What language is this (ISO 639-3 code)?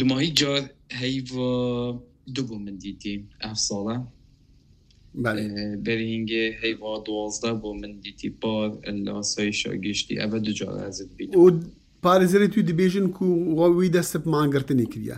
kur